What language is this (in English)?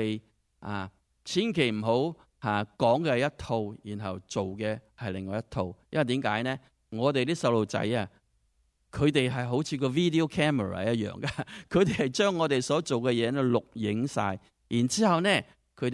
Cantonese